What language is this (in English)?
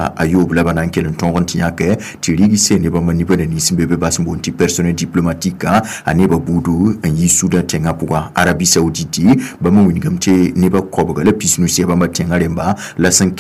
Mossi